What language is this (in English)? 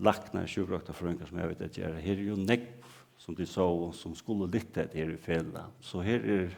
Faroese